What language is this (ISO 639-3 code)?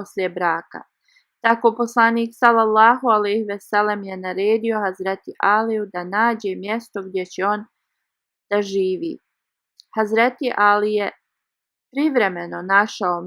bos